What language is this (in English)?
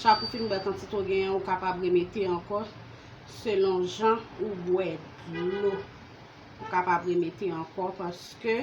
Haitian Creole